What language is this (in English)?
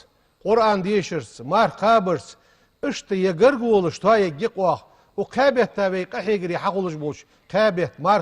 Ingush